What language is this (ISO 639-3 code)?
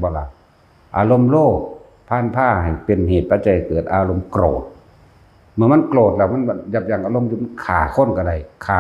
tts